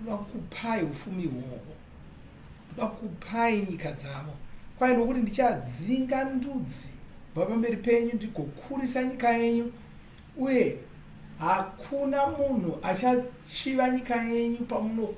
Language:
Shona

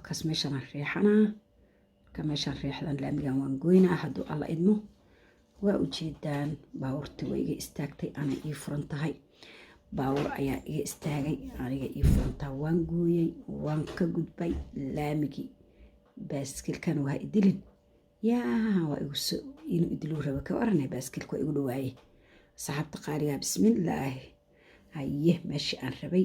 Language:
Somali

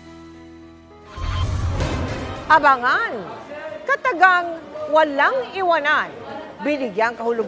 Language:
Filipino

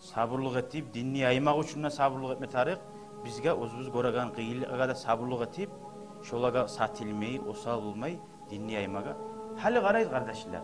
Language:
Kumyk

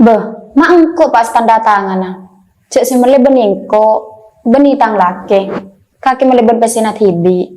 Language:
Madurese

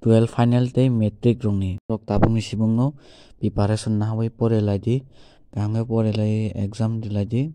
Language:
Kok Borok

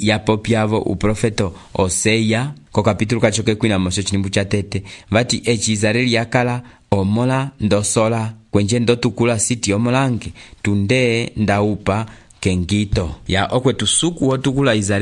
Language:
Umbundu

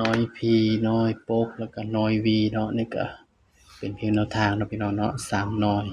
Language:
Northeastern Thai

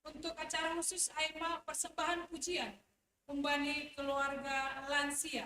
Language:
Batak Simalungun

